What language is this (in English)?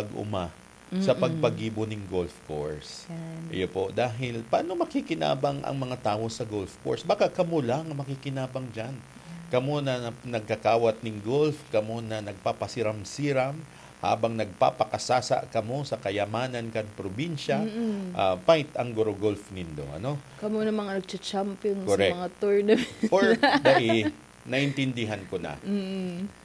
Bikol